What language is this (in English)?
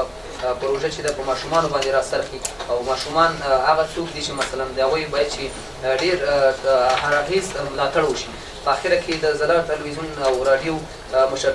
Pashto